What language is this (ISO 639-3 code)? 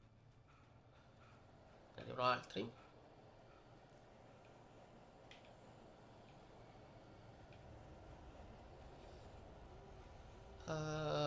ita